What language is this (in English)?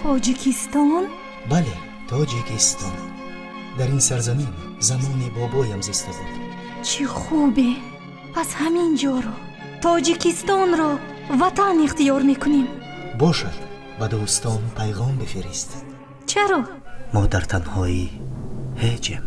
Tajik